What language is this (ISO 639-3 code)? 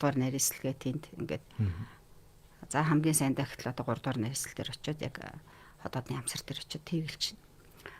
mon